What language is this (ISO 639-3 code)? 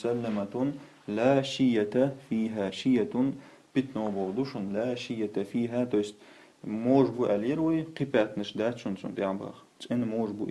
che